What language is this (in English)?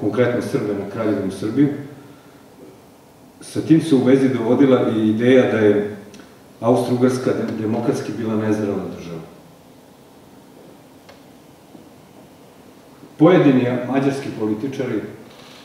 Serbian